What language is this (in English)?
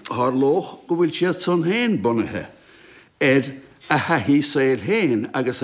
Irish